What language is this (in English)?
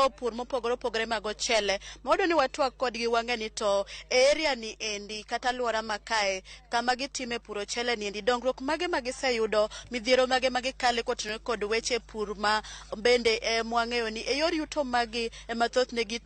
Luo (Kenya and Tanzania)